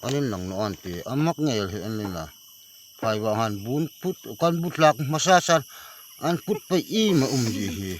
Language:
Hmar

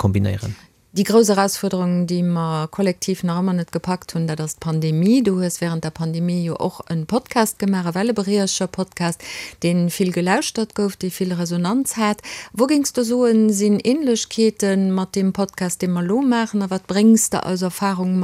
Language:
Luxembourgish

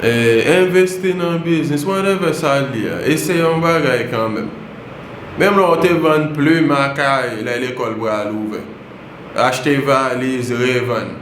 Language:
Haitian Creole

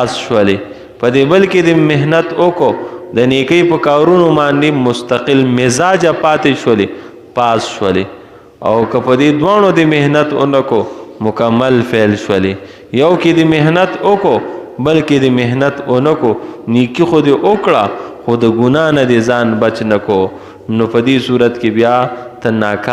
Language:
Pashto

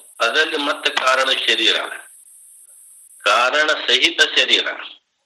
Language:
Kannada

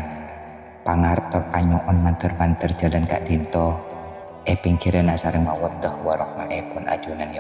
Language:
Madurese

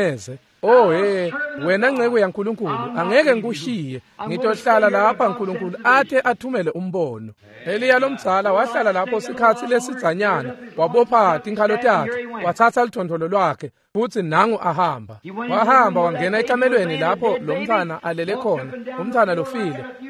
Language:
Swati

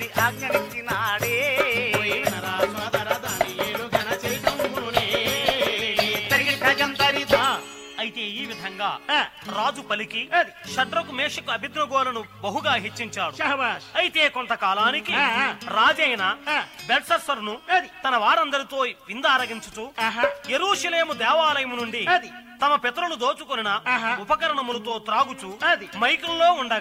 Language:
Telugu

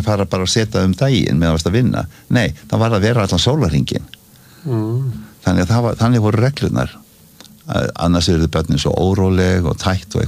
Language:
Icelandic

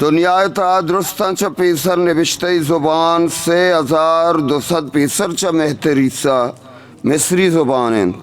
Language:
Eastern Balochi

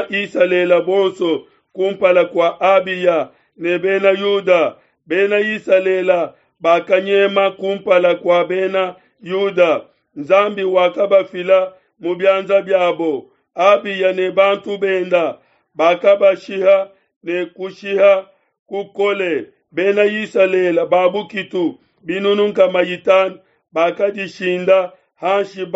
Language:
Luba-Lulua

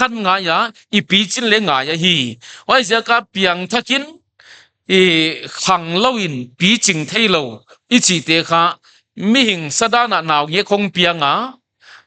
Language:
Paite Chin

